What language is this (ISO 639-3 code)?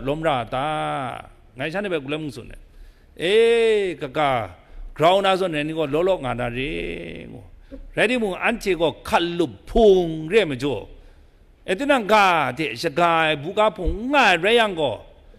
kac